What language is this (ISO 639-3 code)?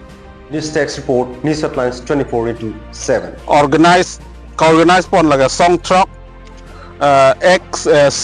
mjw